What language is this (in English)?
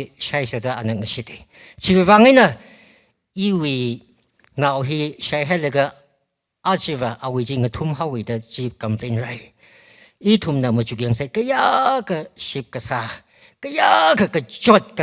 Tangkhul Naga (India)